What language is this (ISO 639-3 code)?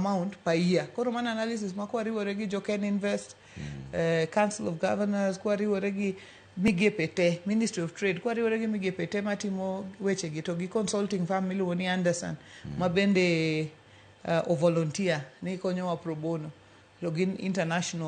luo